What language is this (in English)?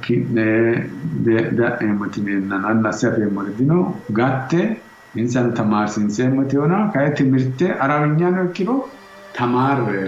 Sidamo